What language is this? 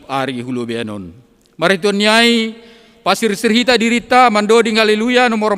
Batak Simalungun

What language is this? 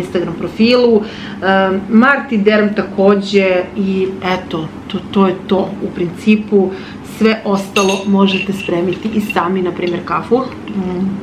Serbian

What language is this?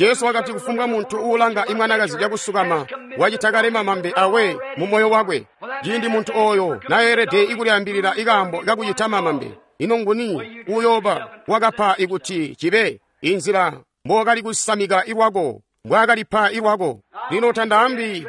Tonga (Zambia)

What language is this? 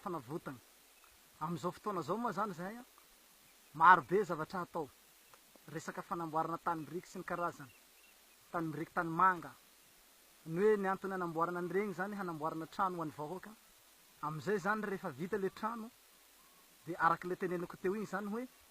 Malagasy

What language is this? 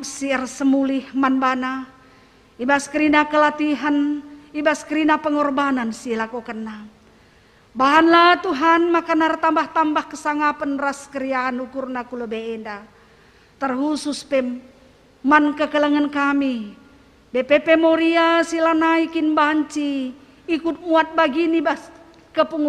Batak Karo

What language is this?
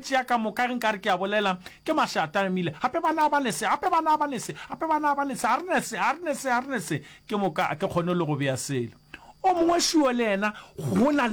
Northern Sotho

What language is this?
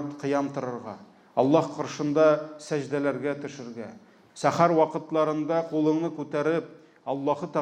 Tatar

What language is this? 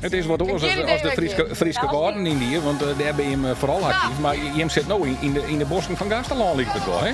Western Frisian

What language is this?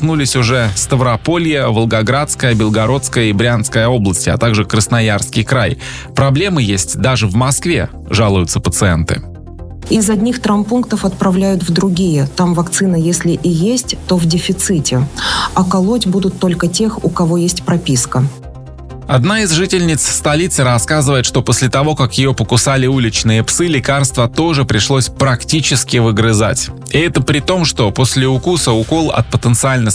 Russian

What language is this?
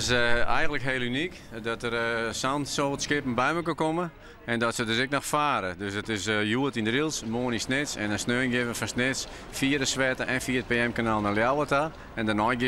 Western Frisian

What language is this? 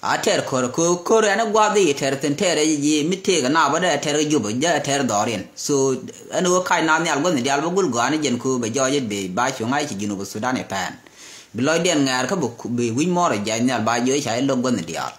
Nuer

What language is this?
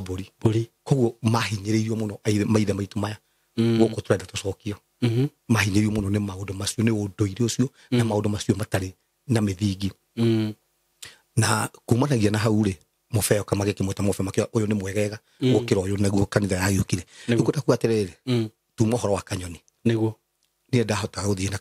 Kikuyu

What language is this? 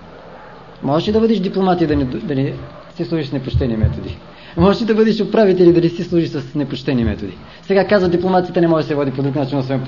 Bulgarian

